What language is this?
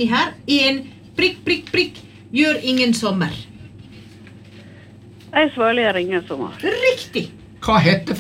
Norwegian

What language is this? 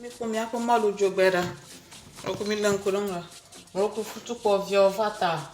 Ewe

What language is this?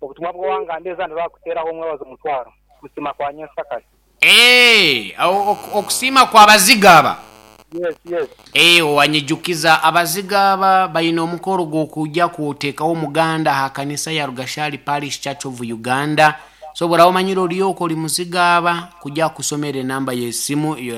Nyoro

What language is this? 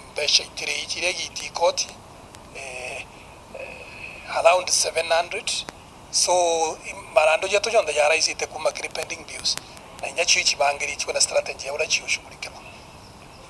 Meru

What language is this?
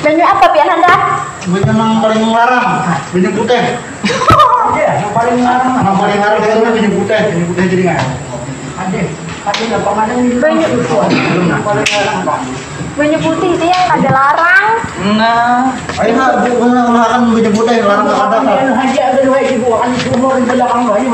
Banjar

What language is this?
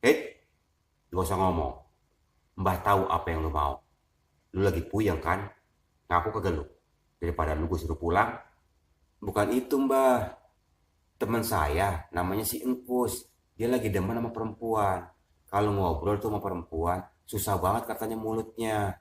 Betawi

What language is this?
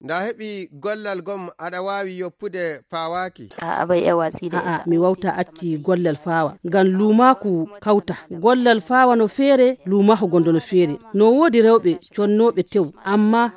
Fula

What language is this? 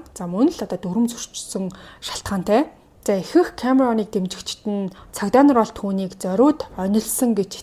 Mongolian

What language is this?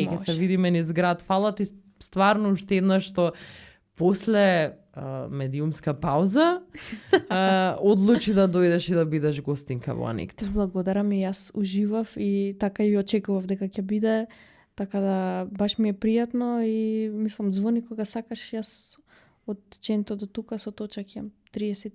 Macedonian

